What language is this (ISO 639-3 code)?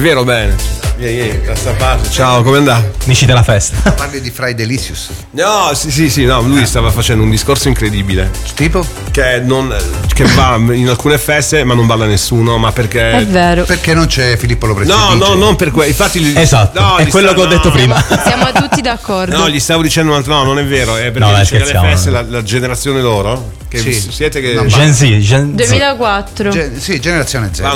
ita